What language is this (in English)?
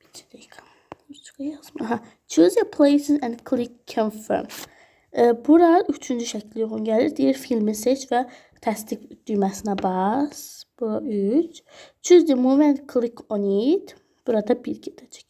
Azerbaijani